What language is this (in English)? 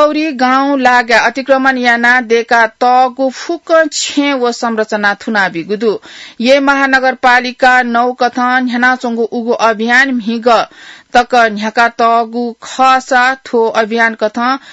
Newari